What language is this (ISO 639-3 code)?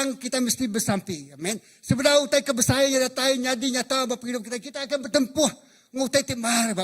iba